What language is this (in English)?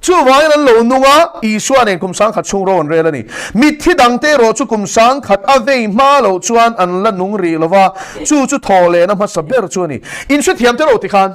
Mizo